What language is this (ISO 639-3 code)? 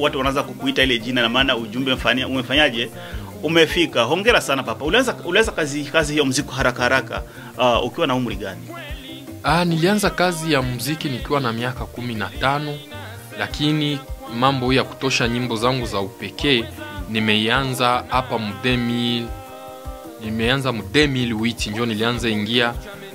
swa